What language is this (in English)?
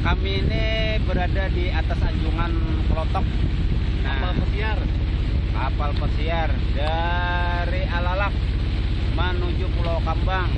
Banjar